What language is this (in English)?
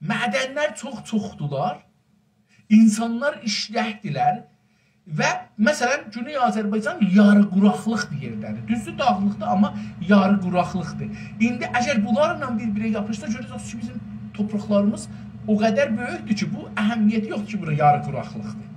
South Azerbaijani